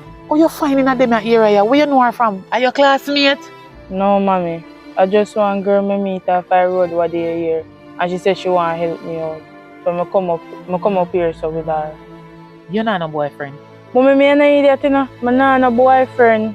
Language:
Jamaican Creole English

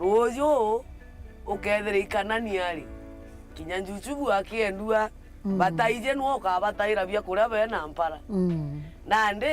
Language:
Meru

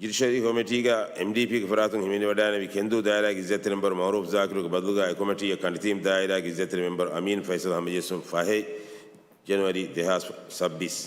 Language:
Divehi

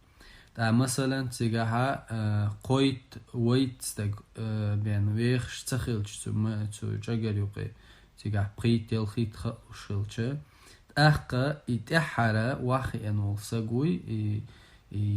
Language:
Chechen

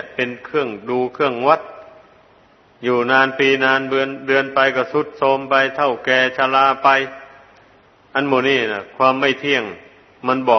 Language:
Thai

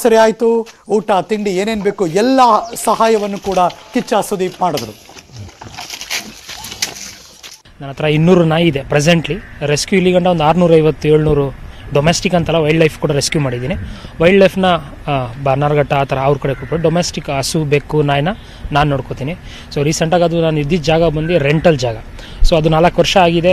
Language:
Kannada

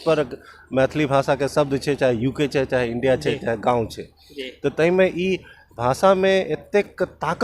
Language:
Maithili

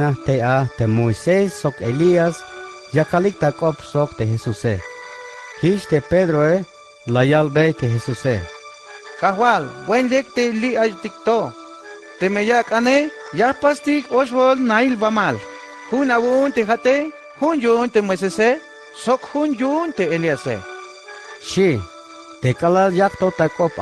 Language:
Tzeltal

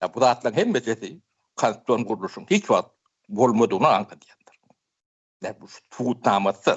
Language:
Turkmen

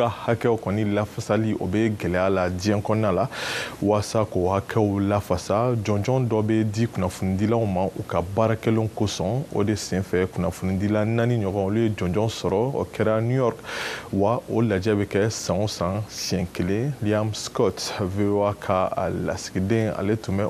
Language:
Bambara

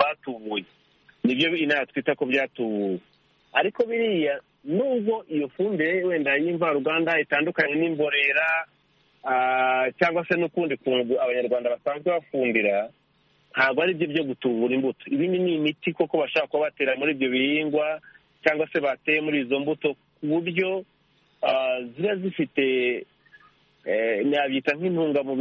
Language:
Kinyarwanda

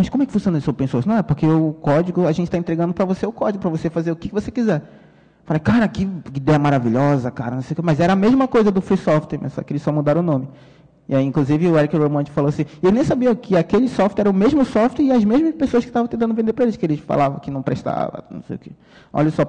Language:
Portuguese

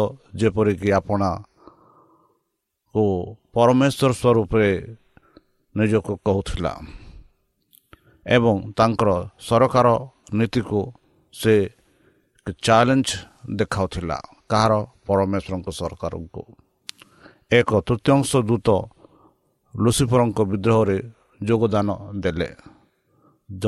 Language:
Odia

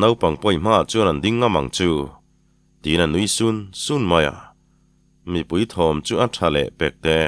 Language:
Mizo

